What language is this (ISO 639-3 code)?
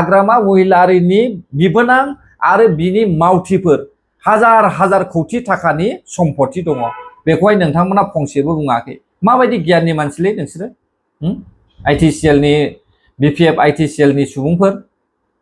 brx